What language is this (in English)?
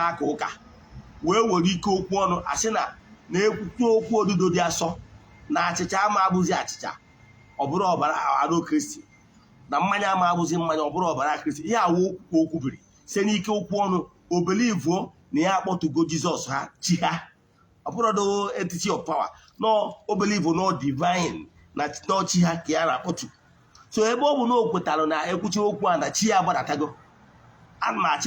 Igbo